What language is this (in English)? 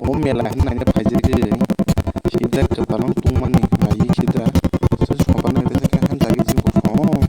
Kok Borok